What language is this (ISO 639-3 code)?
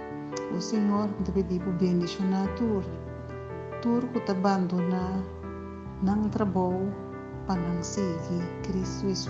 pap